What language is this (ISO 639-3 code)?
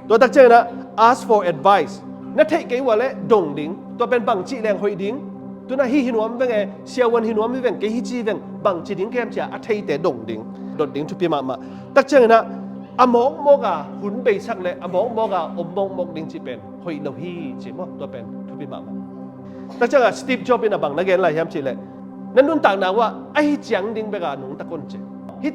ctd